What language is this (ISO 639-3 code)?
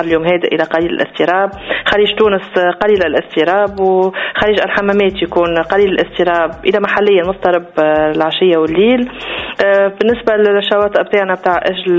aeb